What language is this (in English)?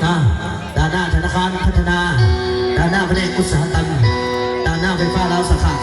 Lao